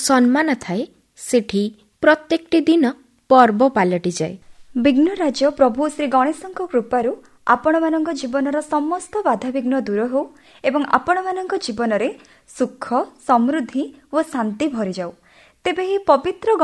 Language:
Odia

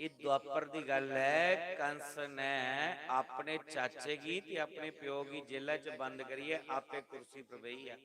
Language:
Dogri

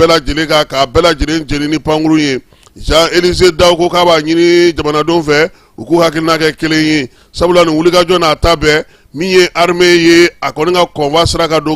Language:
Bambara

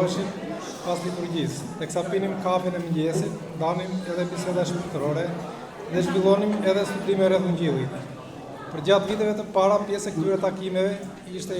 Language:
Albanian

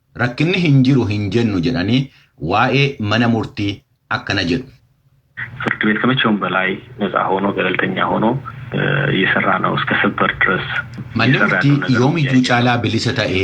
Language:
Oromo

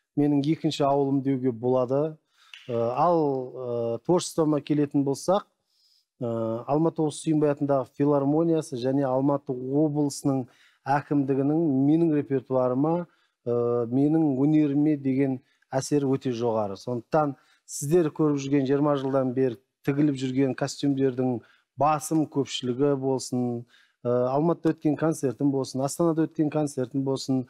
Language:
Kazakh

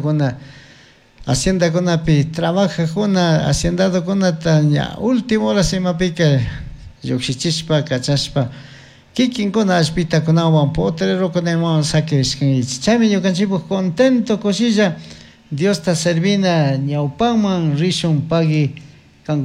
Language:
Chimborazo Highland Quichua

